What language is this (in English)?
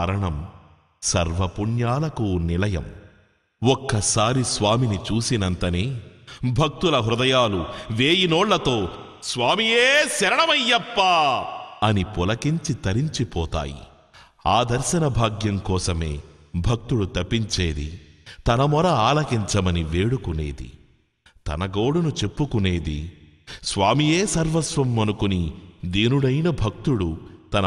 Telugu